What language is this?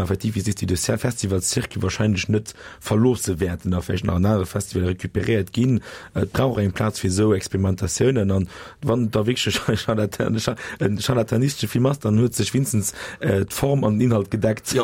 Luxembourgish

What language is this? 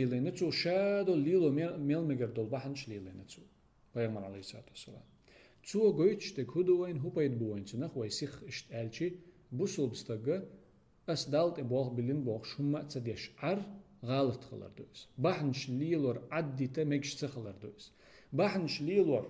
Chechen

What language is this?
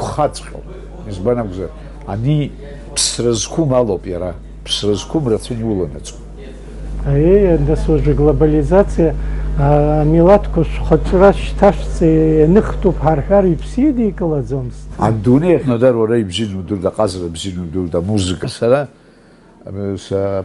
Abkhazian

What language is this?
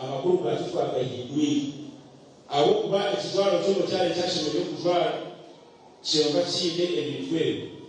Nyankole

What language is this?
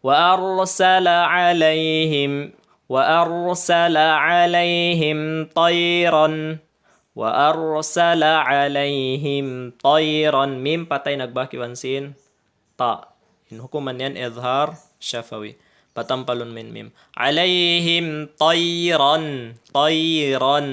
Tausug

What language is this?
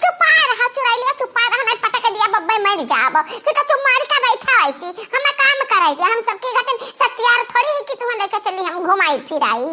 Awadhi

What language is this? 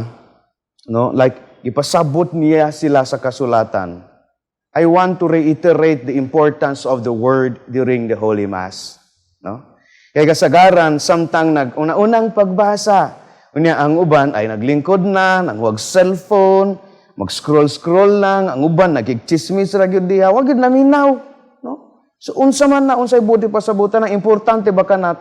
Cebuano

